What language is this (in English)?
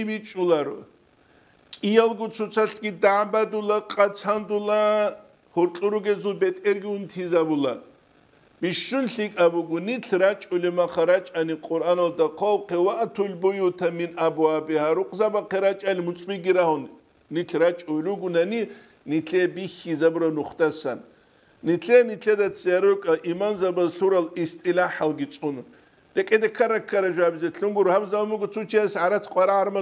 Avaric